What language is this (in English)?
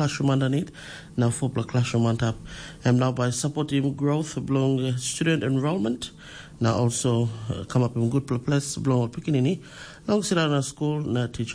Tok Pisin